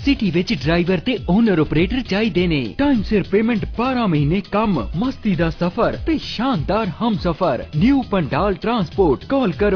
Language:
Punjabi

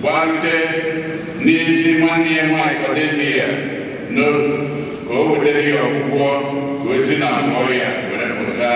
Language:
Igbo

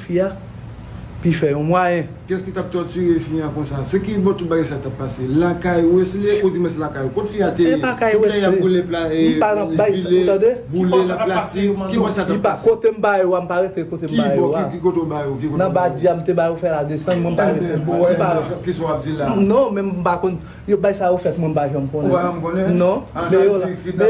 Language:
Haitian Creole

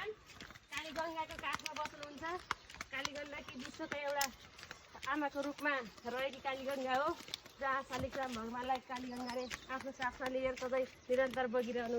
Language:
Nepali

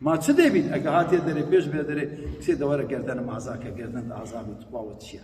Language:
Kurdish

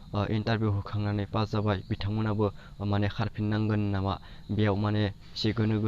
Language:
Bodo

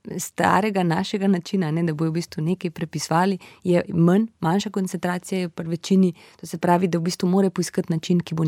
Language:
Slovenian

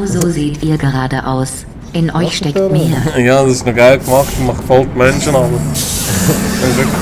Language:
Swiss German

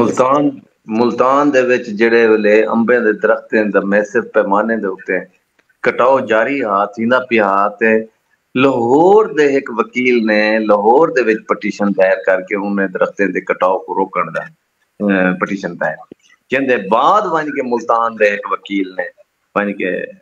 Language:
Saraiki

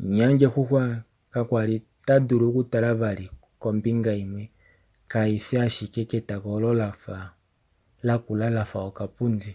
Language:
Kuanyama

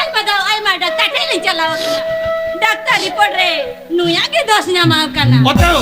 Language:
Santali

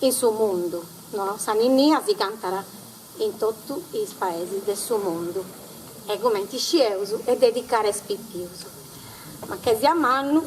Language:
Sardinian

